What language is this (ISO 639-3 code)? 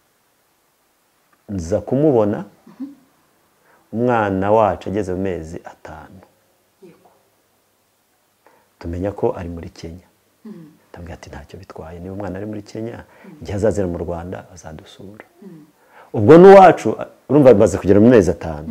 kin